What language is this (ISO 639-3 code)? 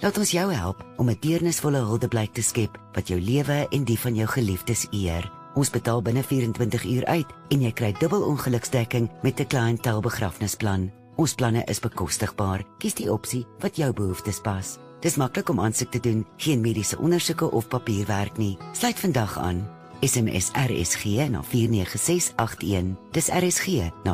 afr